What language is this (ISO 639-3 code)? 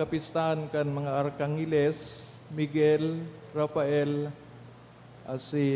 bik